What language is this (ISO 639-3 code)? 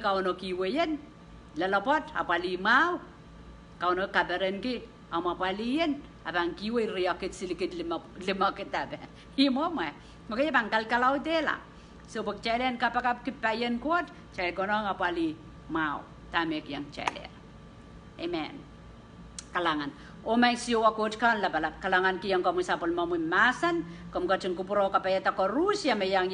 pon